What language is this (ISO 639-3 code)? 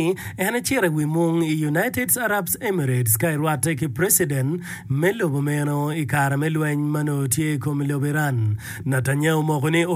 ach